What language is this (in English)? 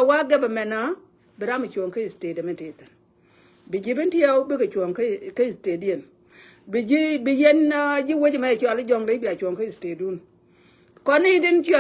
Nuer